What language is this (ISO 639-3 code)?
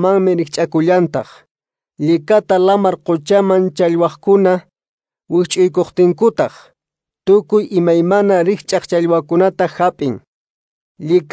que